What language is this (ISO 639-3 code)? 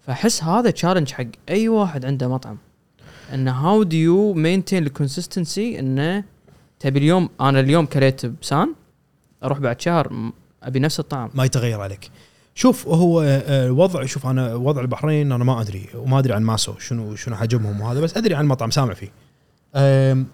afb